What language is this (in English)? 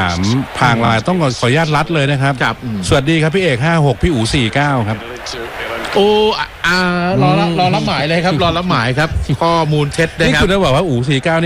Thai